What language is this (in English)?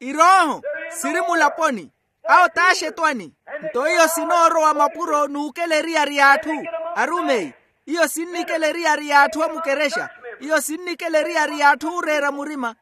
Makhuwa